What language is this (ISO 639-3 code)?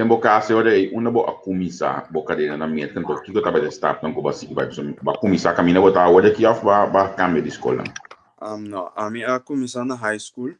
pap